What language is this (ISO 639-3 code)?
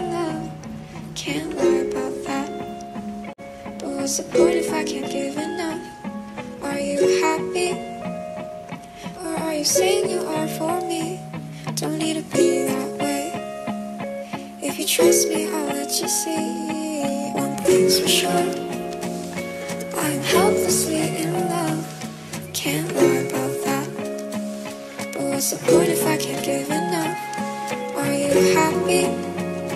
eng